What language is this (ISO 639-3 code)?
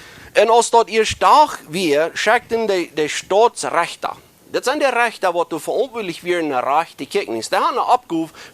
pdt